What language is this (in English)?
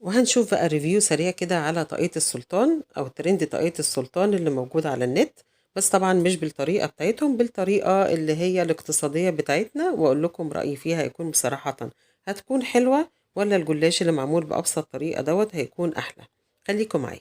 Egyptian Arabic